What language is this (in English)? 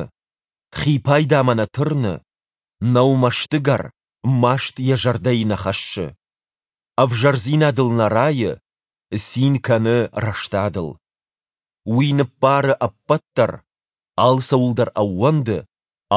Ossetic